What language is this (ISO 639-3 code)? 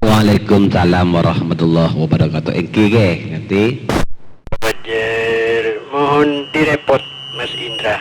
mad